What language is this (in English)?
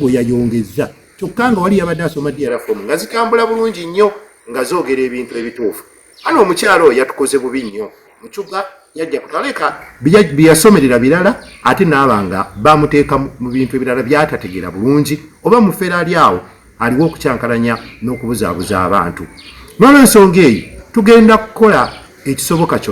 Ganda